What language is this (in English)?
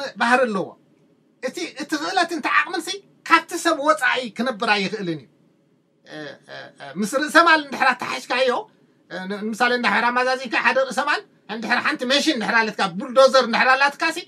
Tigrinya